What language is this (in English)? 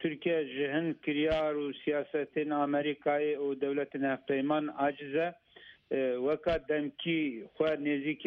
Kurdish